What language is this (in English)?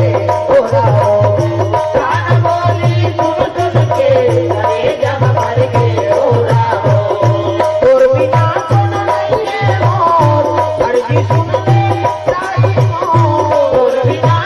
Chhattisgarhi